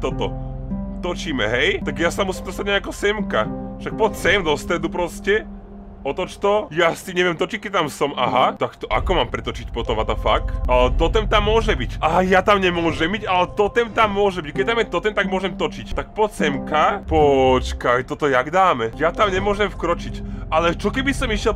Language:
Slovak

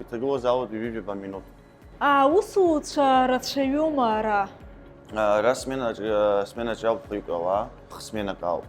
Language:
Abkhazian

